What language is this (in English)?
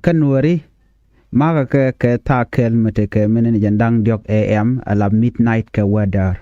Nuer